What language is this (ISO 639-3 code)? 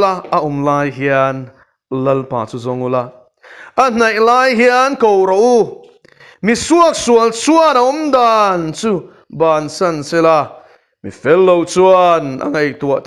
lus